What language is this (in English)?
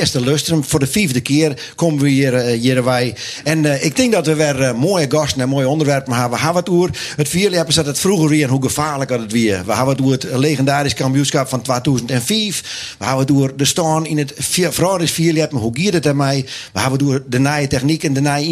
Western Frisian